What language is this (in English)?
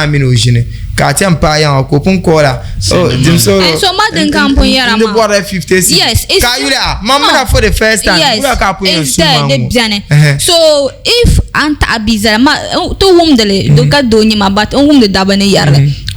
Dagbani